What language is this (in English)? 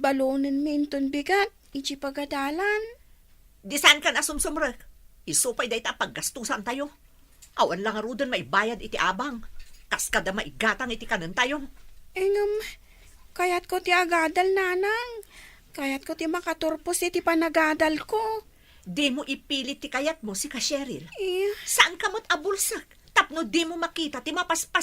Iloko